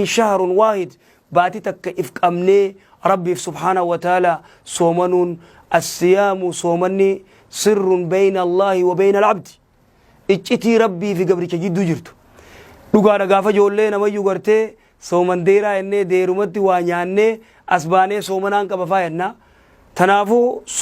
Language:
Oromo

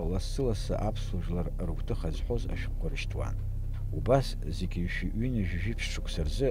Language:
Abkhazian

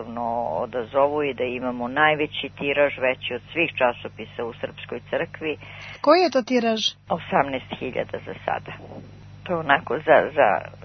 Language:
Serbian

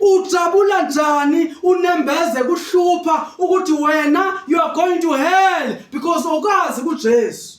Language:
Zulu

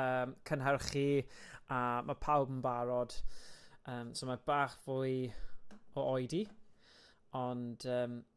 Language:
Welsh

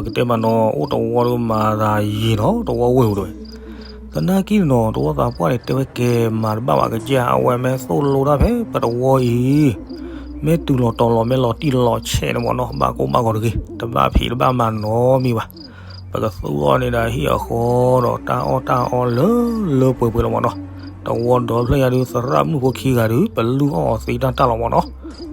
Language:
S'gaw Karen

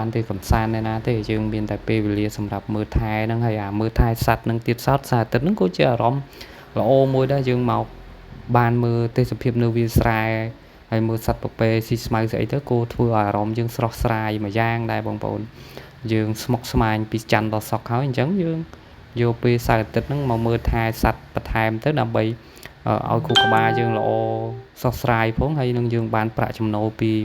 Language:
Khmer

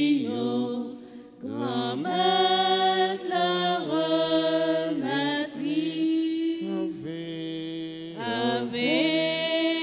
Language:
French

